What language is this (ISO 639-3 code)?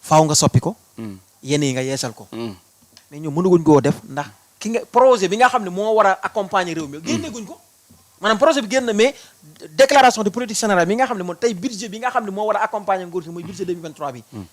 wol